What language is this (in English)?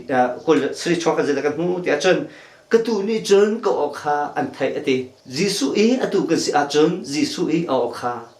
Hakha Chin